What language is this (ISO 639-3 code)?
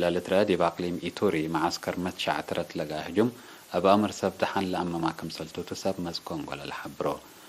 tig